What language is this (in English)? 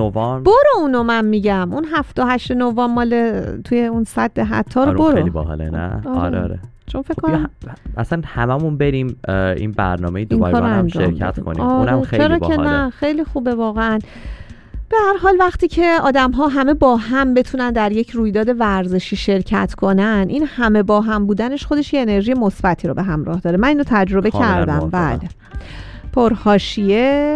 Persian